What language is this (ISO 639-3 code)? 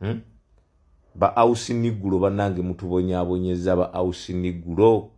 lug